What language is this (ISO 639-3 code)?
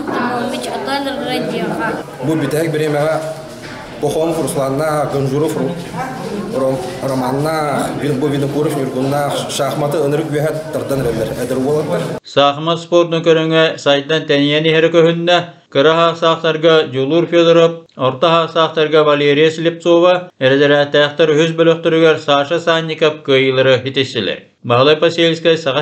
sah